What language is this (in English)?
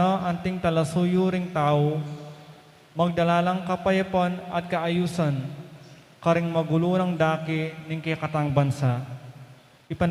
Pampanga